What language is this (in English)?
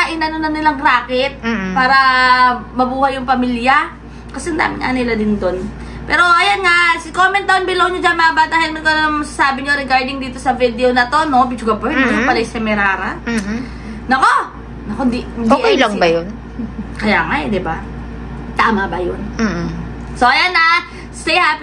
Filipino